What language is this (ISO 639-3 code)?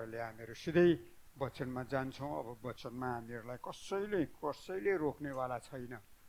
nep